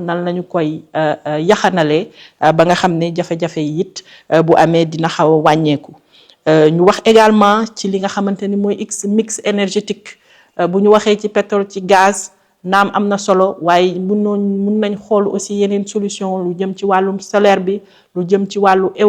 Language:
Wolof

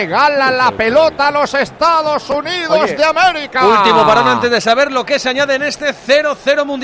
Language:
Spanish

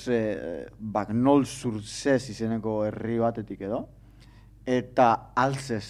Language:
Basque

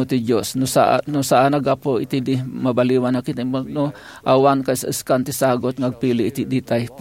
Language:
Iloko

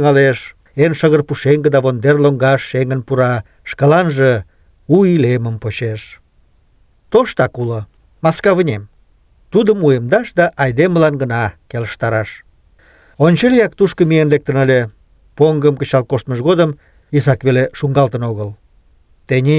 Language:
Mari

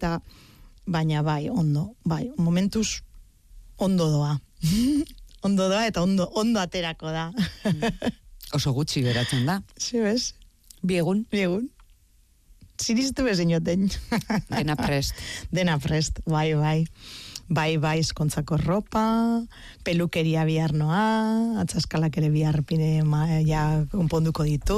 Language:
Basque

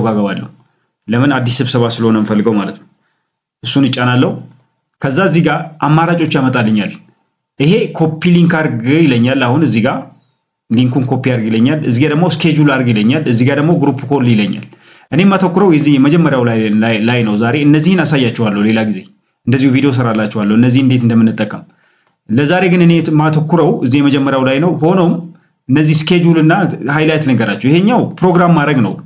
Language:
Amharic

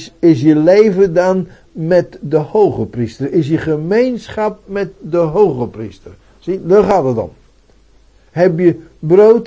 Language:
Dutch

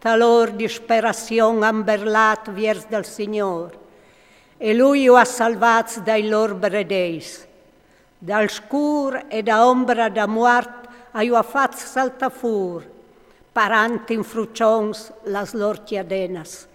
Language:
Friulian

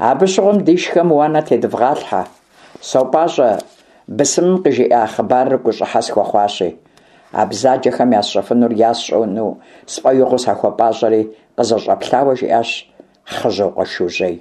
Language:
Kabardian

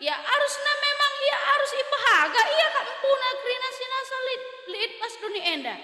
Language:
Batak Karo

